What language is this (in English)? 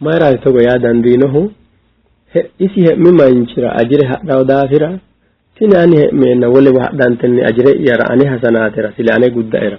Sidamo